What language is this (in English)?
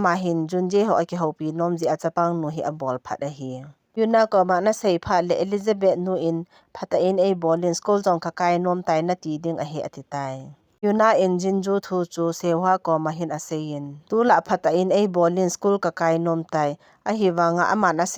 Thado Chin